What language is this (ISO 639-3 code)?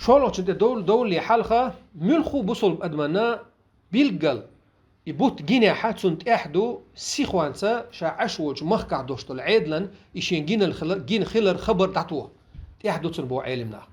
che